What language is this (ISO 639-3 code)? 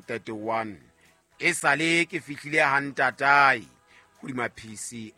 sot